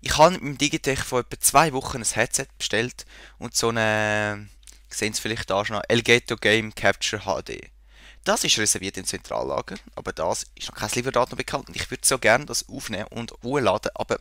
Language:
Swiss German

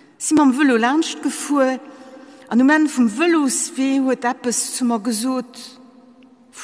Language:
Luxembourgish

